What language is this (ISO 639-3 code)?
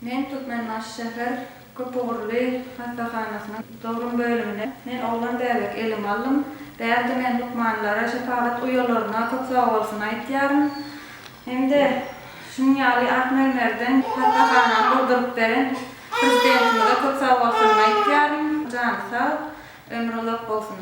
tuk